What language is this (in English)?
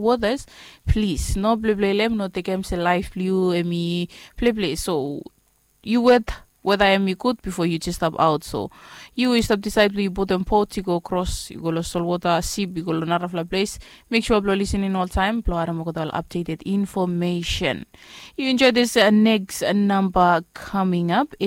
Bislama